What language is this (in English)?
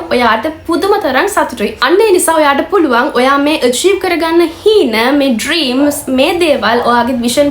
Sinhala